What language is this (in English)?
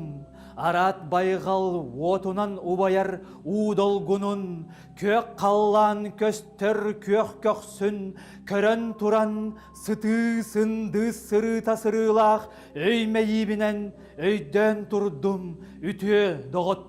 Yakut